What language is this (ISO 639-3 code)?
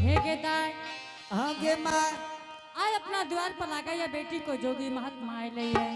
anp